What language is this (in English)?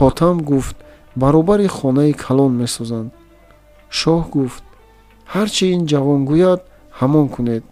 Tajik